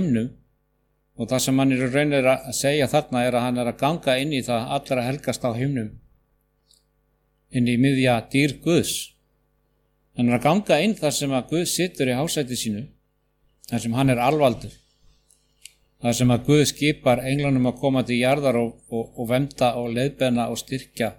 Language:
Icelandic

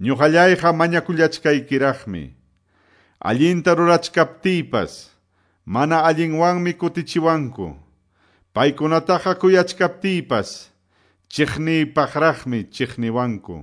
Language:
Quechua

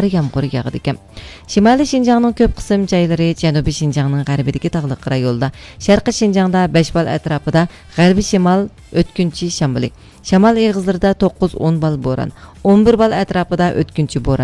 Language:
Uyghur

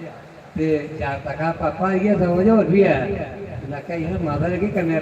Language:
Dogri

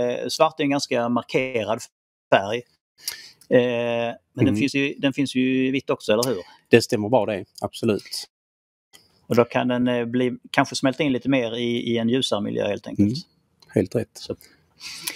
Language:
Swedish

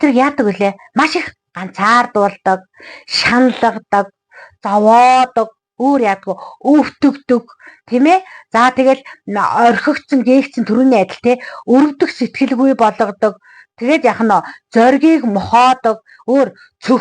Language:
Mongolian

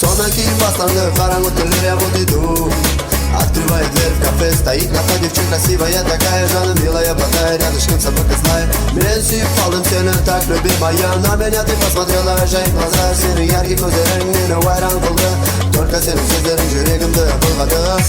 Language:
Kara-Kalpak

